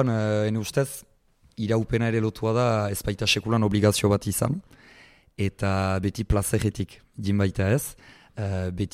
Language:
Basque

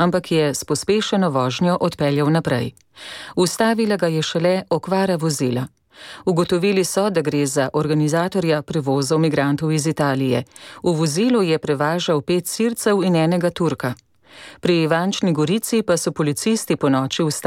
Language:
Slovenian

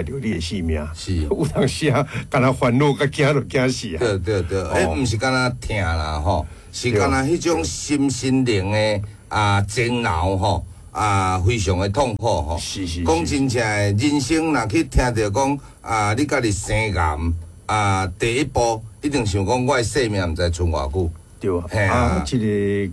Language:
Min Nan Chinese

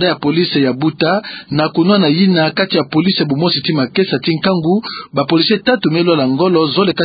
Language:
Kituba (Democratic Republic of Congo)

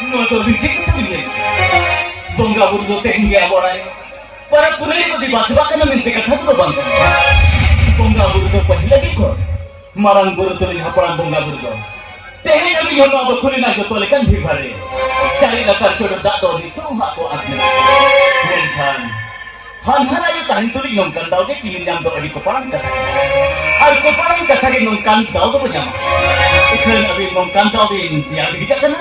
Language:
Santali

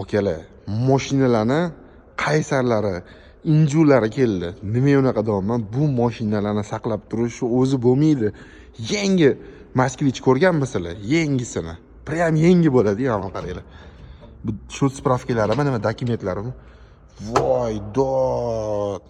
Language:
Uzbek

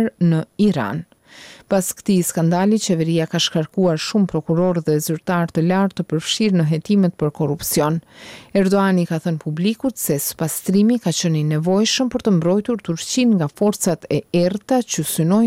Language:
Albanian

